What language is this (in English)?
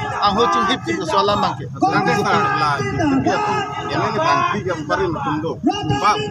Karbi